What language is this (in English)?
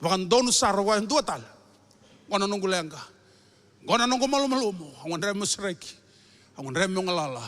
Fijian